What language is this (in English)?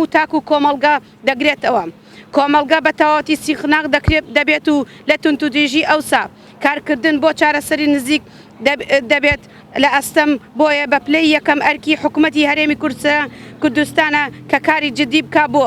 Central Kurdish